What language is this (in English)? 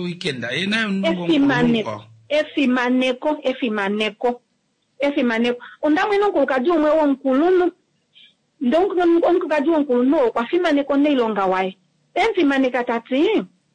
Kuanyama